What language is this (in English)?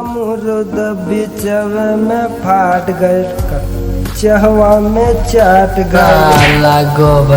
Maithili